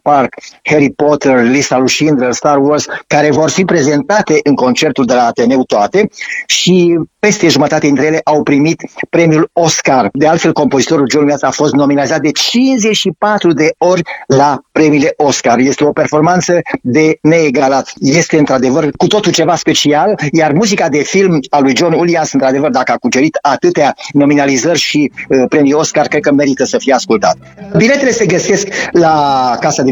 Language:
Romanian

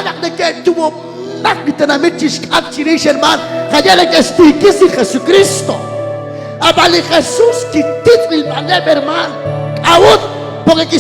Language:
Kekchí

